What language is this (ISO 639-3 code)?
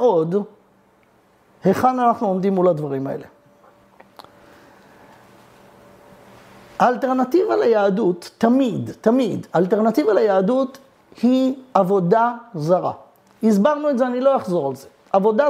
heb